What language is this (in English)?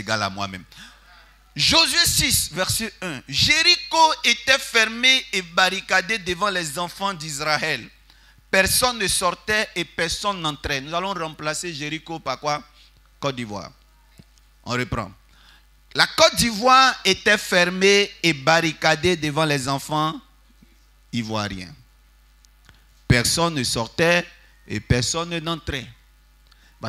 French